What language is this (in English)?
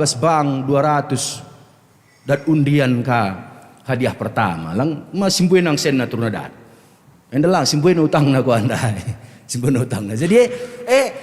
Batak Karo